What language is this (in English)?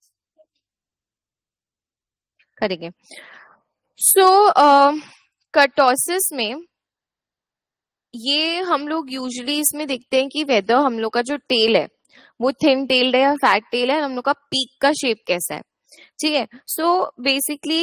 Hindi